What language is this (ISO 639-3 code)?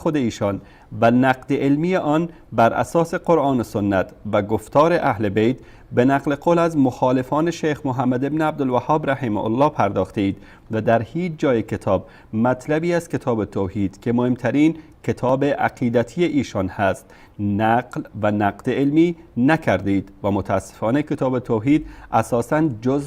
fas